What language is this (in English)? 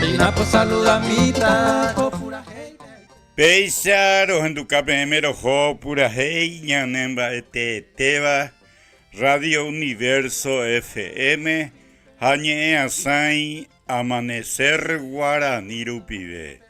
Guarani